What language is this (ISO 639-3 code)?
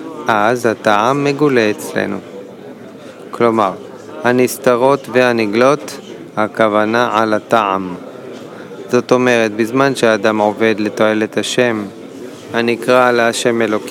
heb